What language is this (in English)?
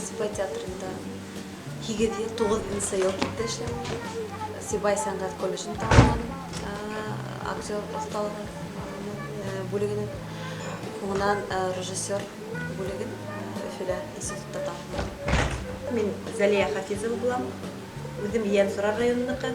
Bashkir